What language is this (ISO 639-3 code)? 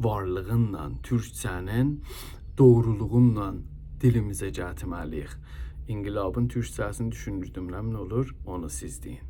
azb